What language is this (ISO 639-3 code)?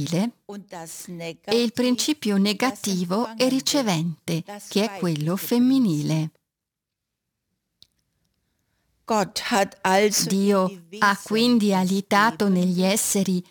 ita